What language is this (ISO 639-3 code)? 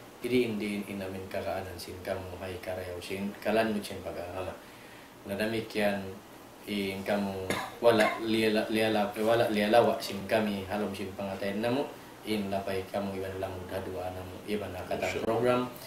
tsg